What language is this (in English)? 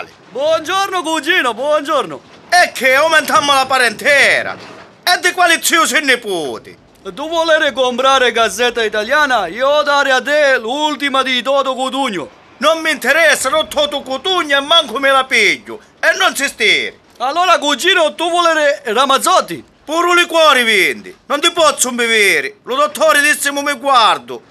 Sicilian